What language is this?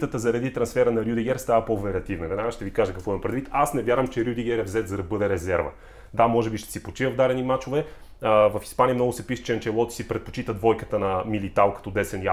Bulgarian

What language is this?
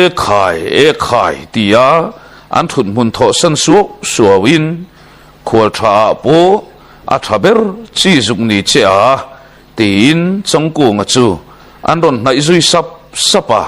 Mizo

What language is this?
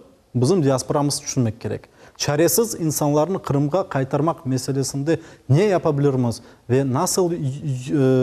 Crimean Tatar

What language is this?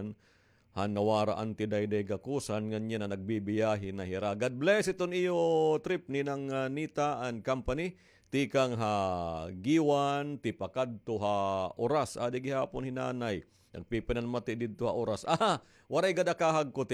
Waray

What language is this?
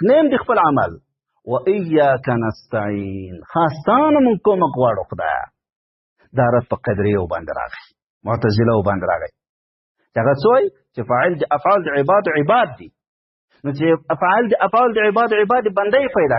Pashto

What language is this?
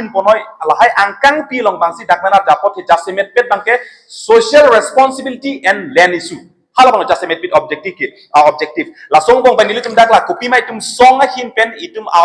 Karbi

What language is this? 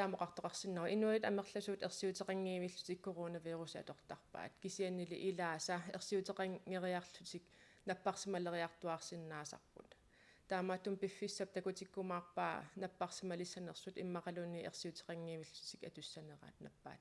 Kalaallisut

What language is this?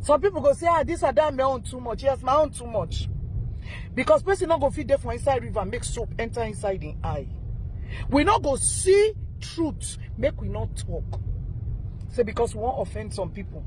Nigerian Pidgin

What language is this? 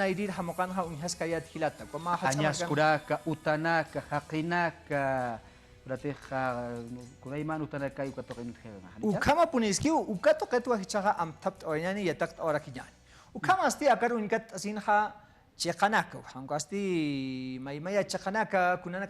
Aymara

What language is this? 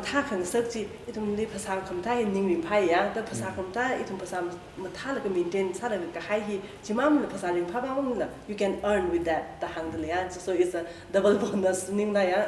Tangkhul Naga (India)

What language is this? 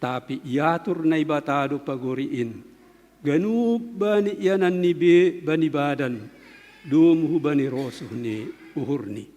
Batak Simalungun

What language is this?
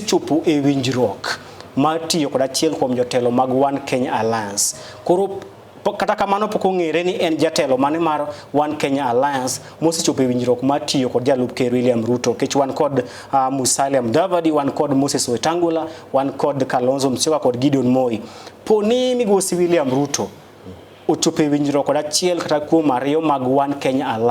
Luo (Kenya and Tanzania)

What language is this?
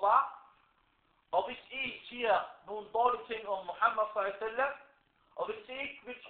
Danish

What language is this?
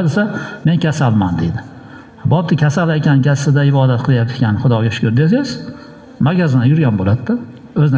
Uzbek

